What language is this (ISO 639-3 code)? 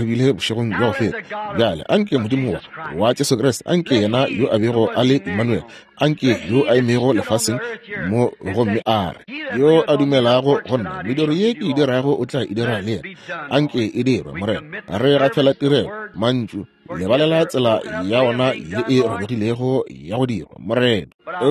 nso